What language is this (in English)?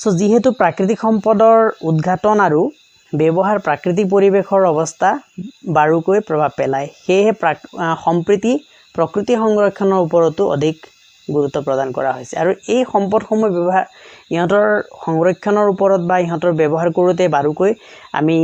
Assamese